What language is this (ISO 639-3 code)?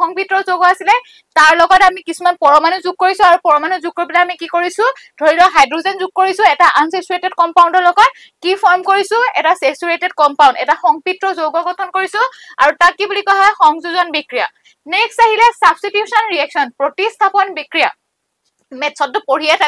asm